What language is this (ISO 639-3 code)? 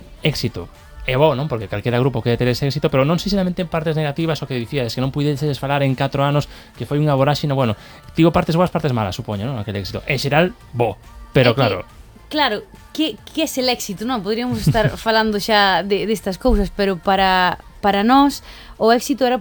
glg